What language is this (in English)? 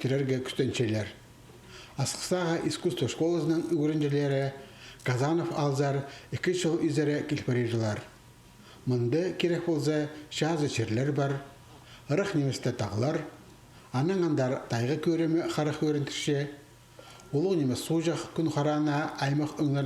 Khakas